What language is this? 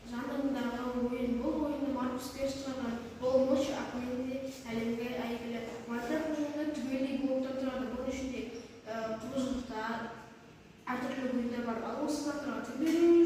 Kazakh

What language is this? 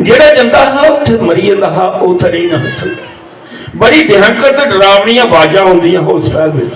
Dogri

